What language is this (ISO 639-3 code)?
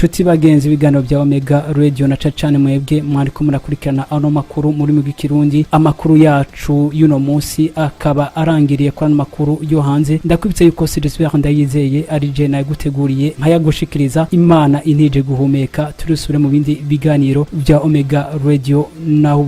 run